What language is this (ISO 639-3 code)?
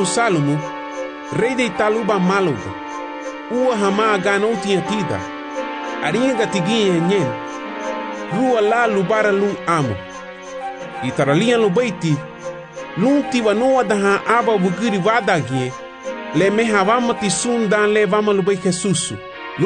cab